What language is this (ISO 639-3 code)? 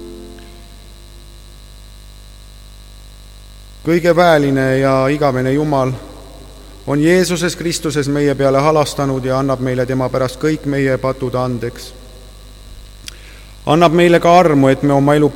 est